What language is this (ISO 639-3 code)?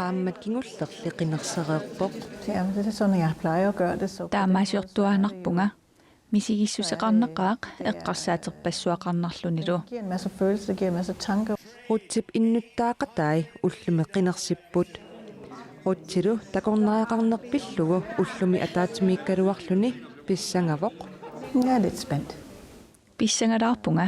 kal